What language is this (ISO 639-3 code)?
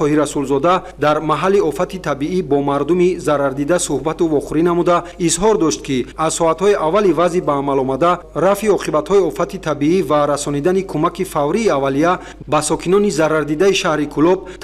tgk